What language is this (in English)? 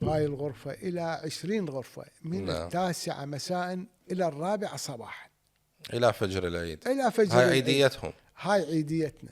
Mesopotamian Arabic